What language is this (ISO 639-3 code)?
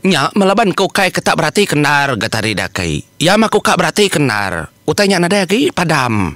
iba